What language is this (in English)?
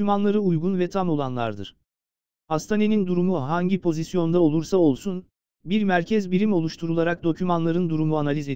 Turkish